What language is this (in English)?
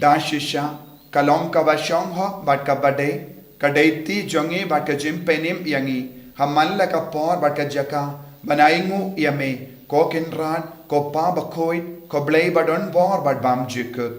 Khasi